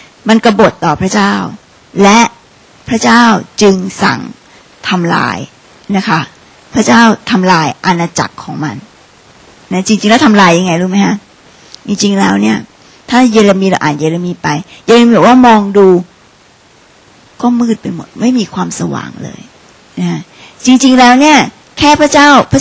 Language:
Thai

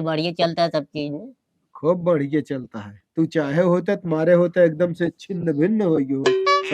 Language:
Awadhi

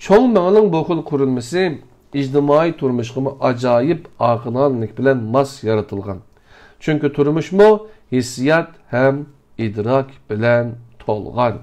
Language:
Uyghur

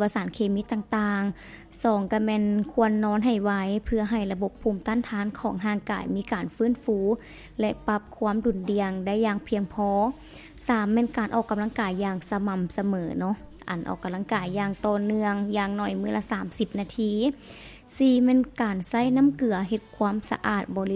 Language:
Lao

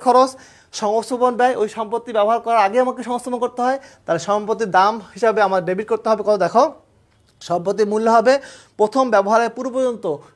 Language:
Bangla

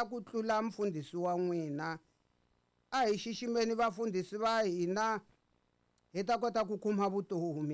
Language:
Tsonga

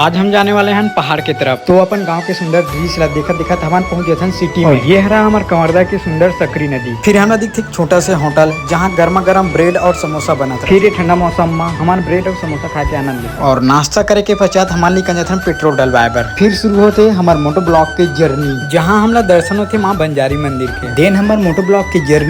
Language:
Chhattisgarhi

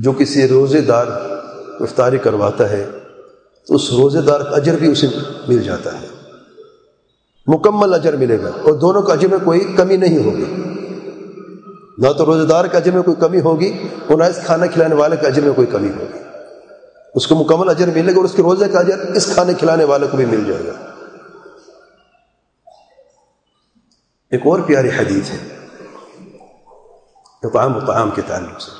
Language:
Urdu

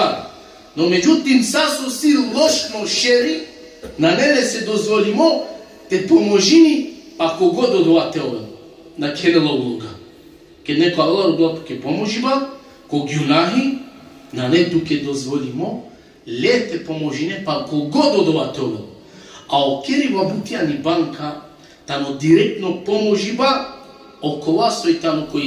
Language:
Balkan Romani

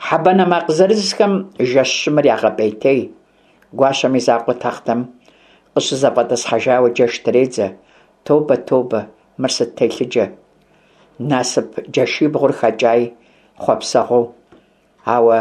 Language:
Kabardian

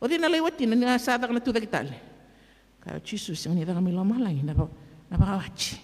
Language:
Fijian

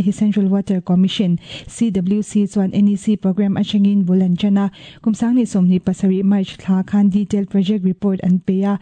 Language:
Mizo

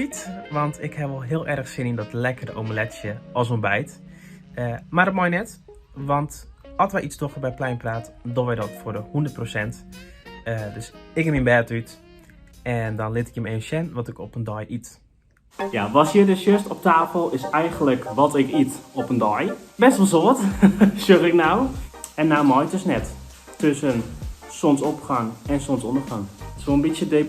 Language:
Western Frisian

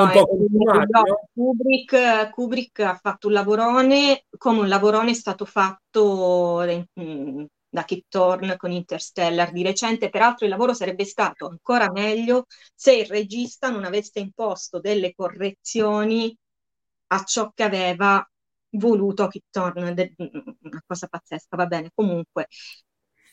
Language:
Italian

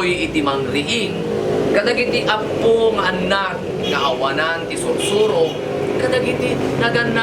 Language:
Iloko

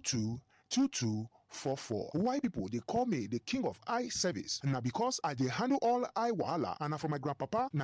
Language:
Nigerian Pidgin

